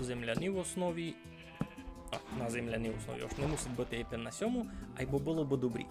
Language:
Rusyn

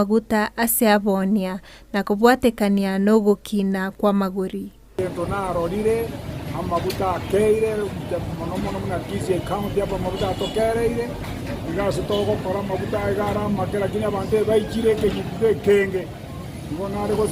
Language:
Gusii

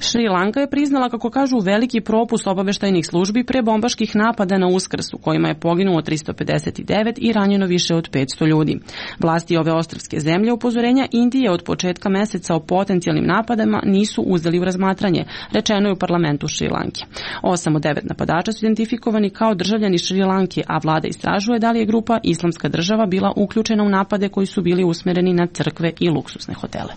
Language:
Serbian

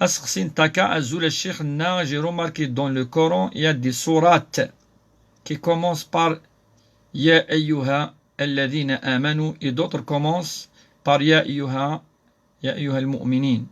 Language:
Kabyle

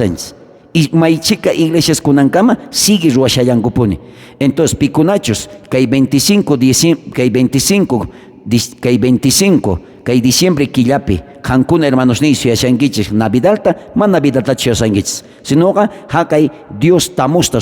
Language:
South Bolivian Quechua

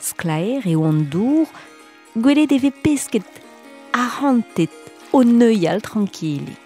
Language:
Breton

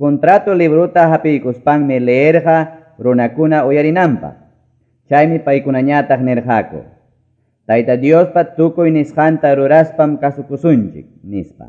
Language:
Quechua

